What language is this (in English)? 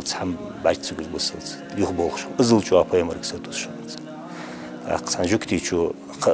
Ingush